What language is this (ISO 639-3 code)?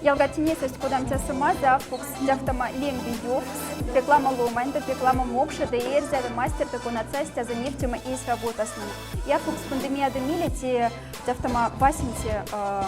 mdf